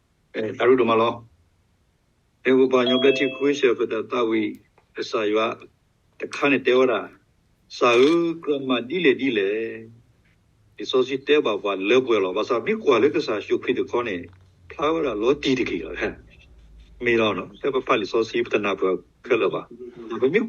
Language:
S'gaw Karen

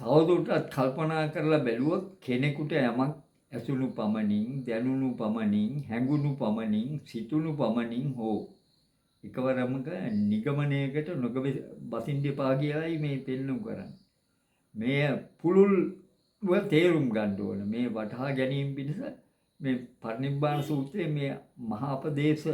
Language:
Sinhala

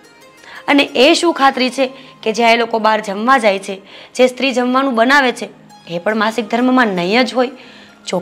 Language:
Gujarati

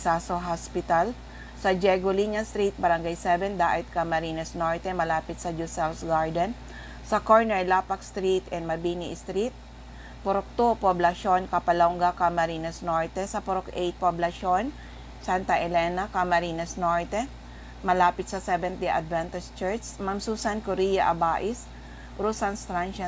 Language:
Bikol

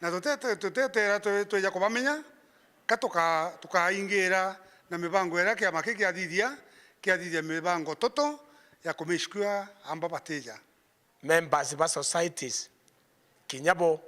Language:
Meru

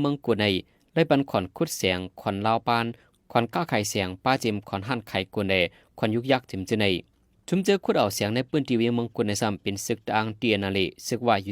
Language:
Shan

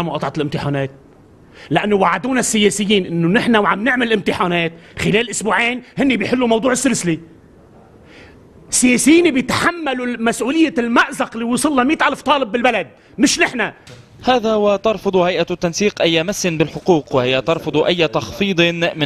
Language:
North Levantine Arabic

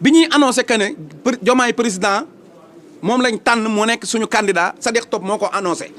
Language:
Wolof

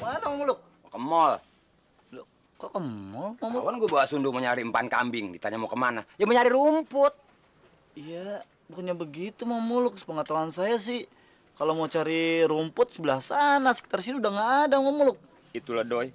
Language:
Betawi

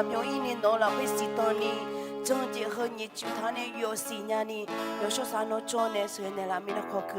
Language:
Akha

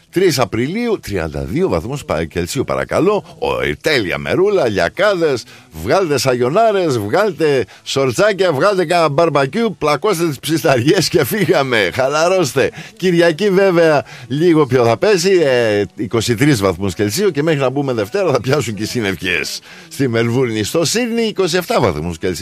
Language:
Greek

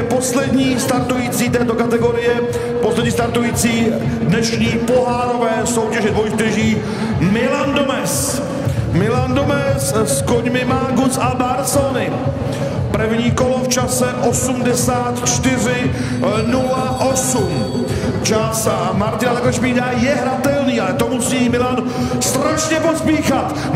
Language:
Czech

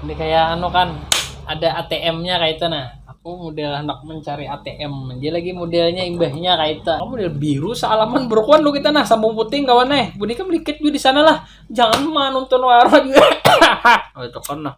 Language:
Banjar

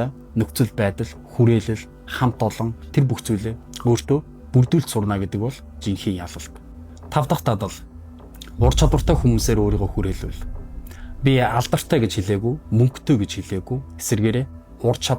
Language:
Mongolian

